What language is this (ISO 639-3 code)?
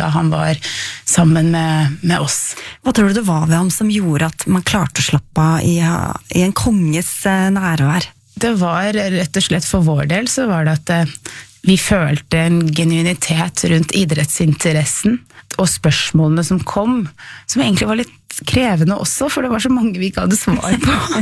nor